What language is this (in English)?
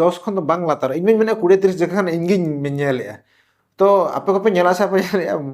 Santali